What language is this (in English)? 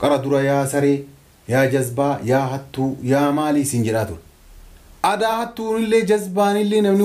Oromo